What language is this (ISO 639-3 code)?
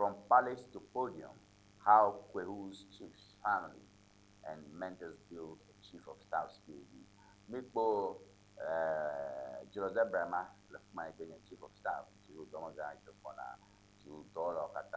ewe